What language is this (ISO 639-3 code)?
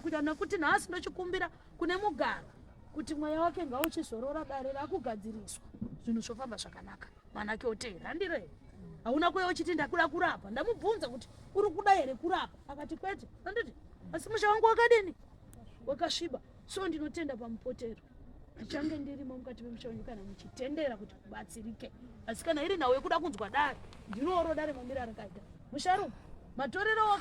sna